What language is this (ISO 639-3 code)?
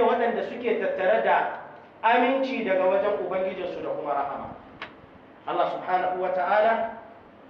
hau